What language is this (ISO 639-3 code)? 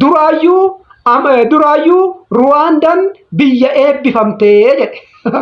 orm